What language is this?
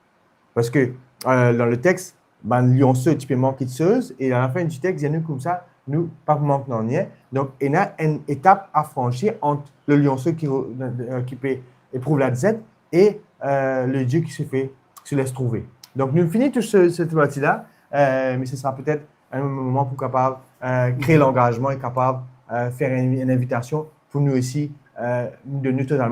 Morisyen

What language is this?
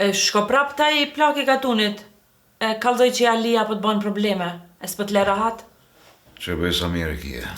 Albanian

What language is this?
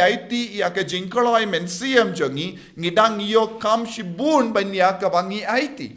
Khasi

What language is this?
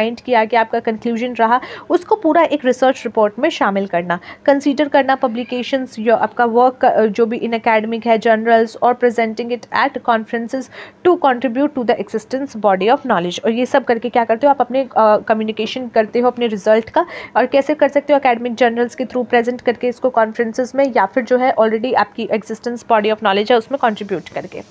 Hindi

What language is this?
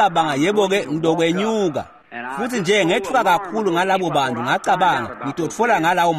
Swati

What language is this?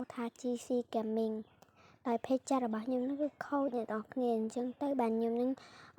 Khmer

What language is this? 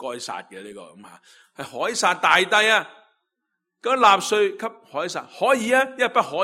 Cantonese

